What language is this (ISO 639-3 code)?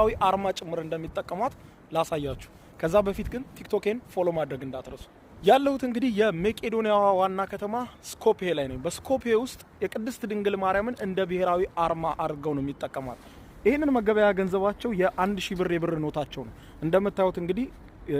amh